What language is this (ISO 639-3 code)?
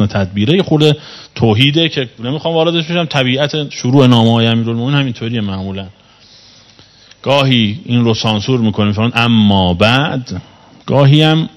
fas